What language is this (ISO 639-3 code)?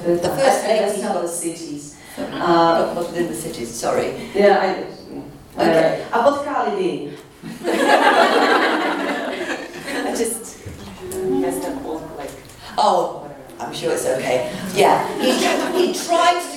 ces